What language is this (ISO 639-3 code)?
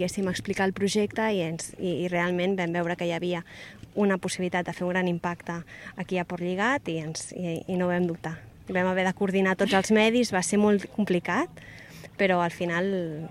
cat